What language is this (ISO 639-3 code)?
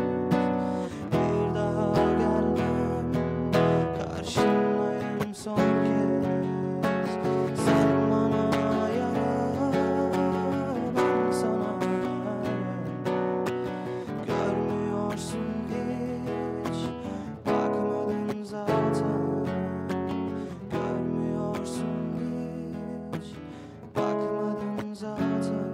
tur